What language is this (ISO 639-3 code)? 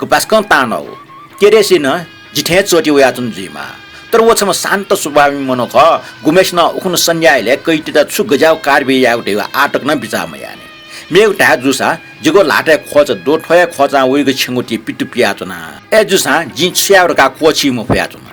new